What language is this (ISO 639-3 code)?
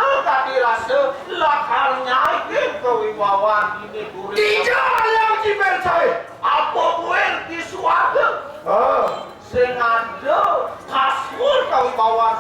ban